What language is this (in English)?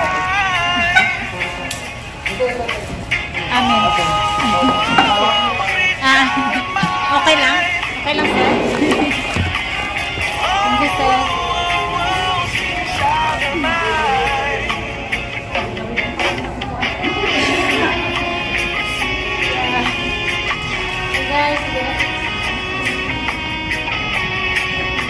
Filipino